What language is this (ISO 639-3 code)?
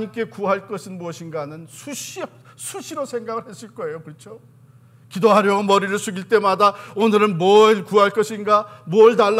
kor